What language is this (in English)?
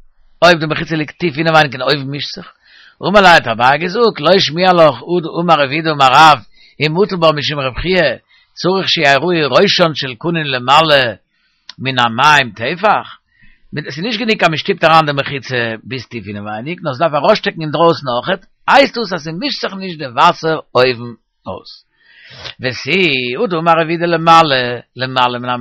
Yiddish